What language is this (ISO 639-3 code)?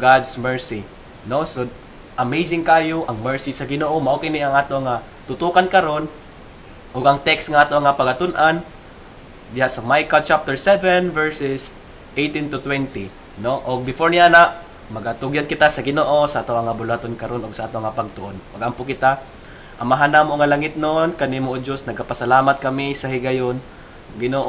ceb